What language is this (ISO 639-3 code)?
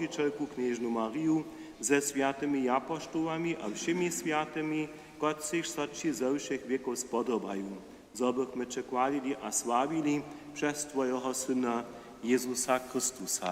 hsb